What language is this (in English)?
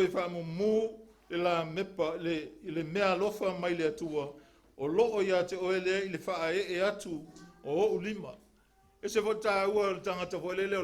Samoan